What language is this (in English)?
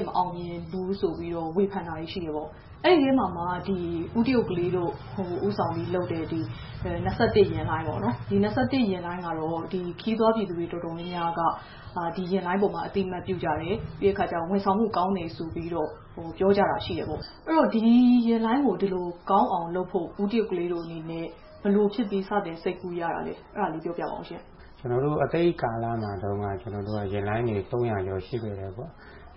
Burmese